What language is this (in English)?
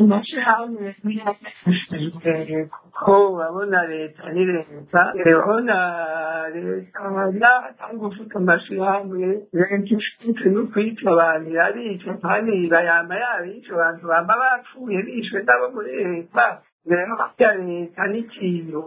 Rundi